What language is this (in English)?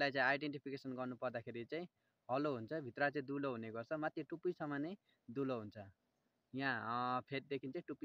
Nepali